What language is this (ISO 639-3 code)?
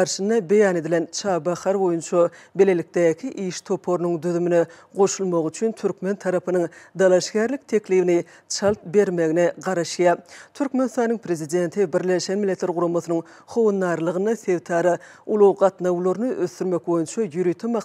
tuk